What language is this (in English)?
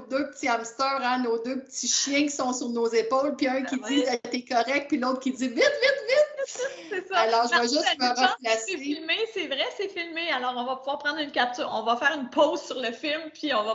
French